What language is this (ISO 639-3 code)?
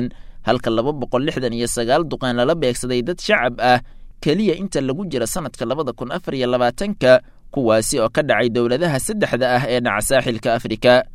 som